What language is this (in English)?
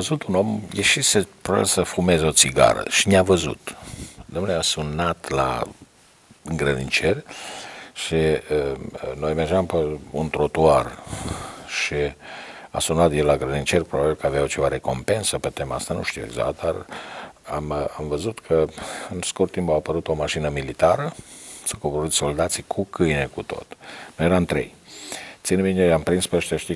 Romanian